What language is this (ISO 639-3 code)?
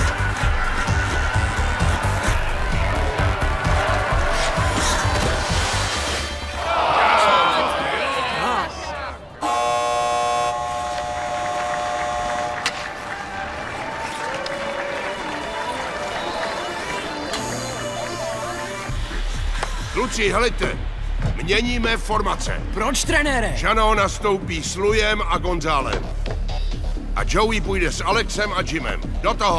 ces